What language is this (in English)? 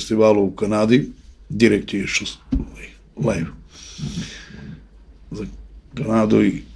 Serbian